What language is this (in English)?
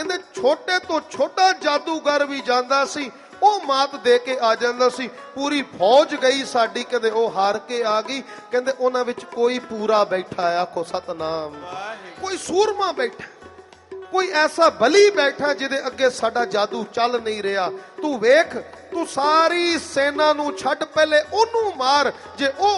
Punjabi